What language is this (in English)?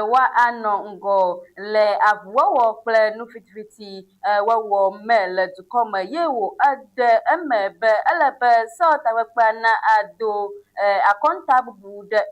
Ewe